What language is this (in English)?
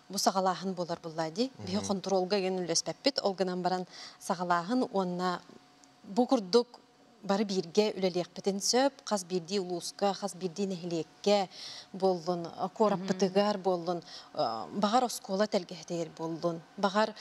Yakut